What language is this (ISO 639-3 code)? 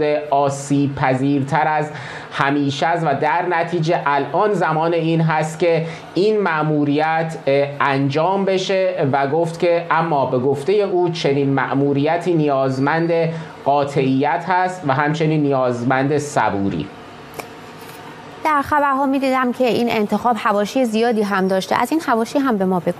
fas